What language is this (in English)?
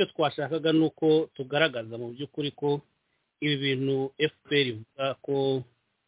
Kinyarwanda